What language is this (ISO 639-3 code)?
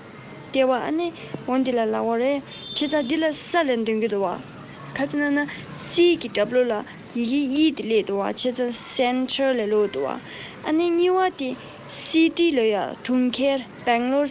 bod